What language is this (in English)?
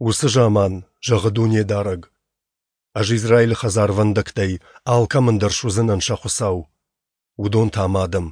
Ossetic